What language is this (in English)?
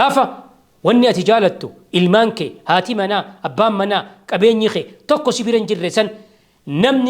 Oromo